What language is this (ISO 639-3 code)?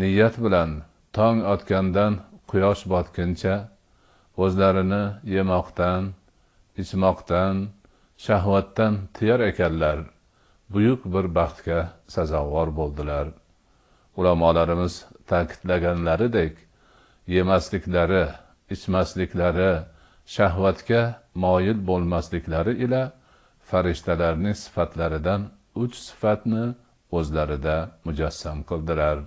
uzb